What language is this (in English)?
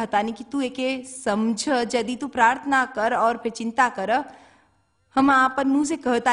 Bhojpuri